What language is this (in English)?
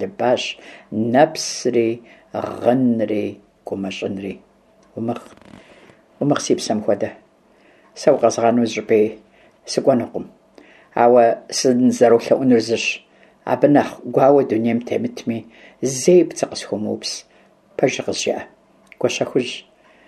Kabardian